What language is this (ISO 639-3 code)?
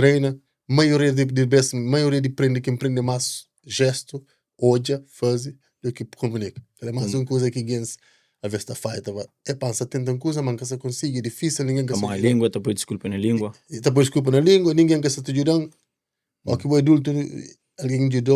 kea